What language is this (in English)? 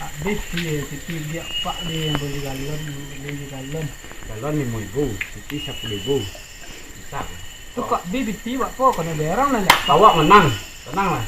Minangkabau